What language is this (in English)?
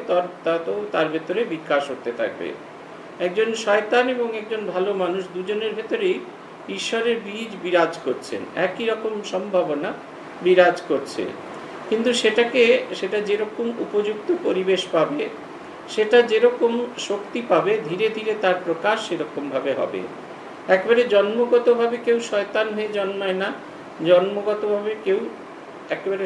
Bangla